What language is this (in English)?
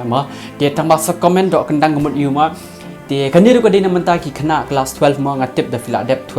Khasi